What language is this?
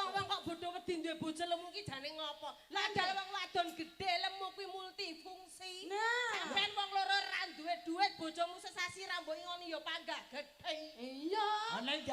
Javanese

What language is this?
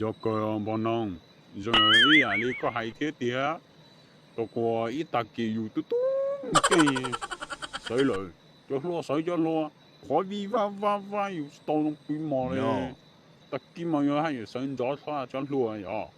Hmong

